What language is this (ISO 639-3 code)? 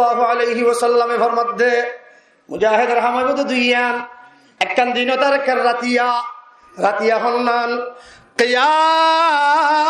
rhg